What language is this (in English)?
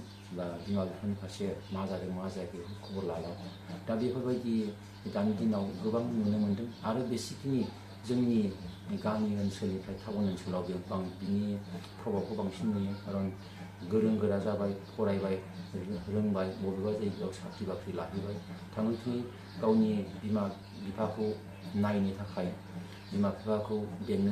Bodo